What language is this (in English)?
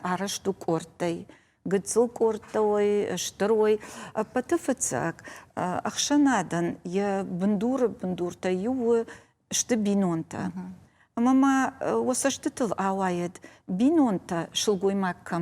Ossetic